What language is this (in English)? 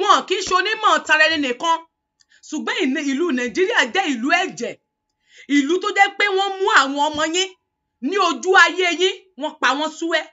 Yoruba